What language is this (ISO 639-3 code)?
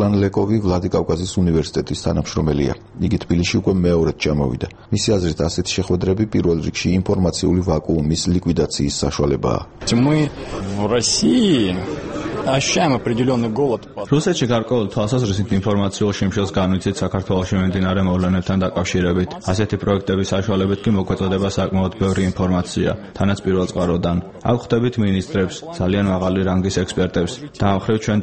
kat